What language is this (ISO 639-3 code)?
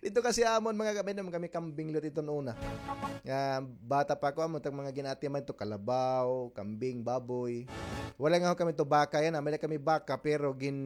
war